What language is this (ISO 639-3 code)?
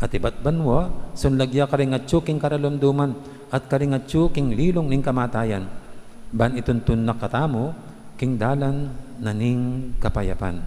pam